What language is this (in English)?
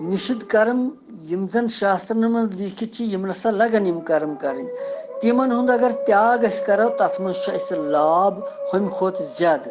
Kashmiri